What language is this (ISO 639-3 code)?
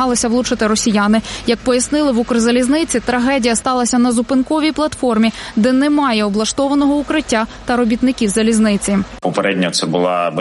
ukr